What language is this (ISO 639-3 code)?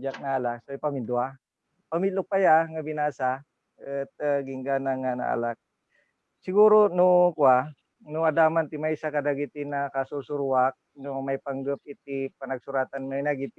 ilo